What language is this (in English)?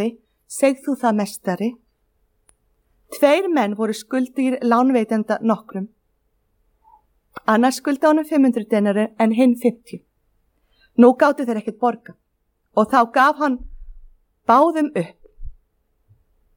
Icelandic